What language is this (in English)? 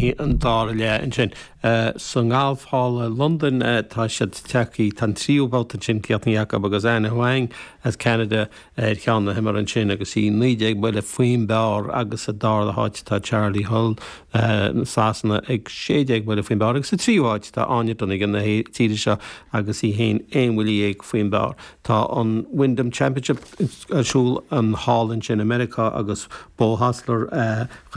Irish